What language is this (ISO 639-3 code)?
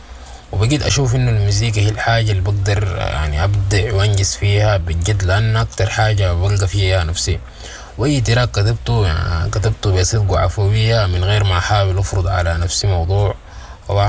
apd